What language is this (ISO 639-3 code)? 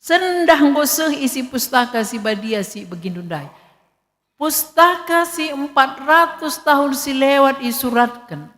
btx